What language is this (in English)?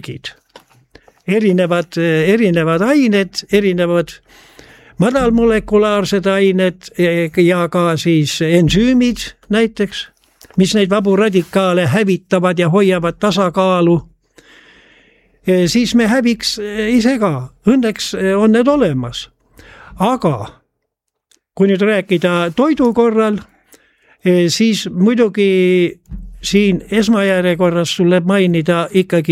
Estonian